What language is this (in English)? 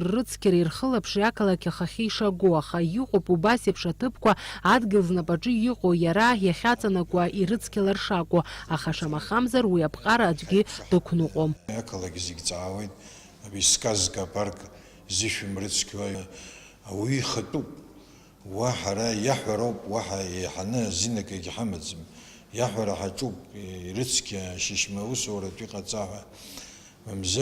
Abkhazian